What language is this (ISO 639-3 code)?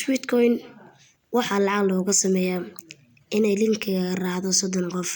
som